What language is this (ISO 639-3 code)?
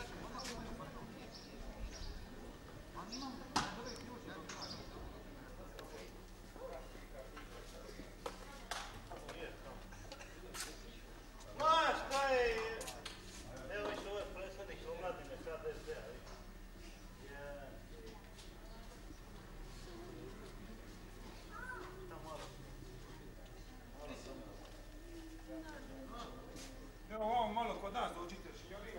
hrv